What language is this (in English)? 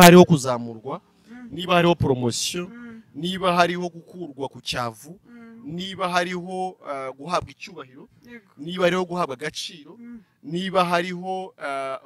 Kinyarwanda